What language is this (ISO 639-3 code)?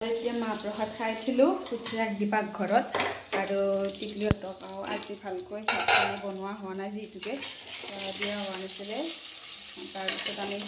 asm